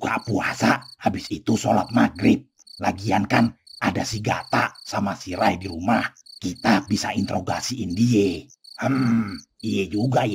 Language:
Betawi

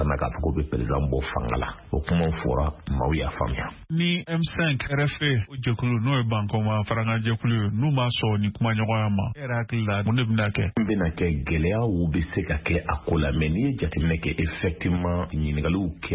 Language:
Bambara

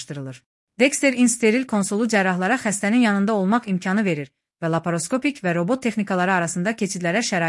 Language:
Azerbaijani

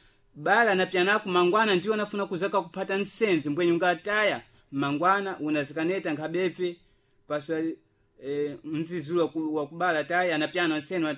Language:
Sena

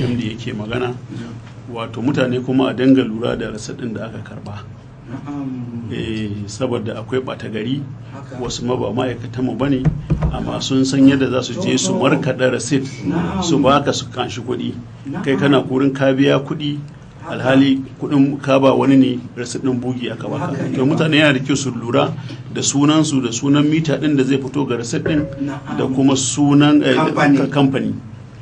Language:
Hausa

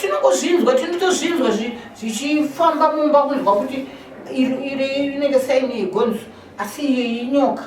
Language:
Shona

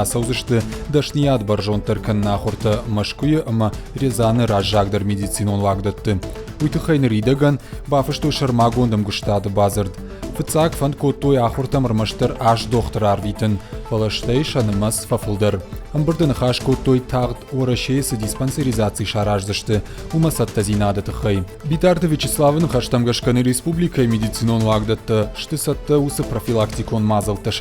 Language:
Ossetic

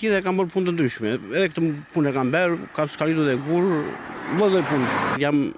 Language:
Albanian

